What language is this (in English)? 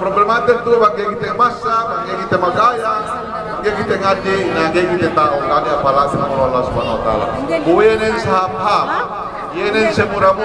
Yakan